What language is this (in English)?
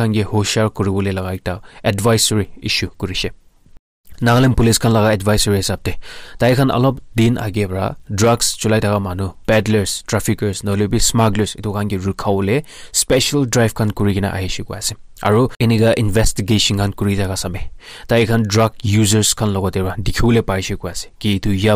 Naga Pidgin